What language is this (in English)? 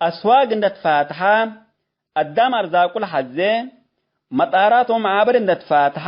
Tigre